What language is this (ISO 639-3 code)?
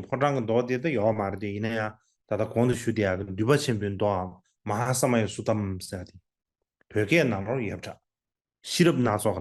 bod